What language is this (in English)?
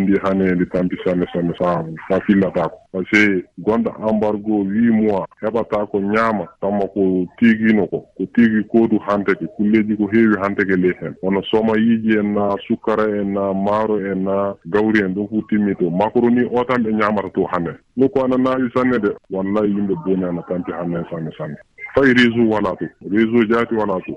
Fula